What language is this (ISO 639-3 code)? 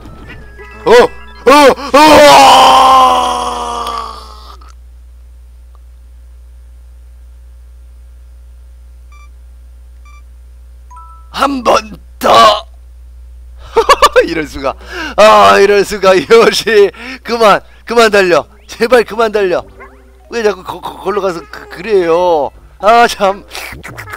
kor